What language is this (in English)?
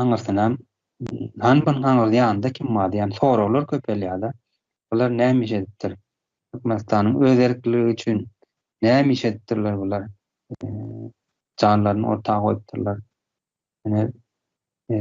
Turkmen